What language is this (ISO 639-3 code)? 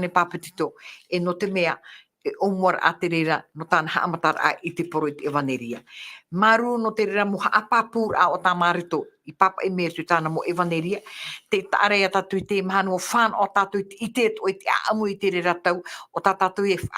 tah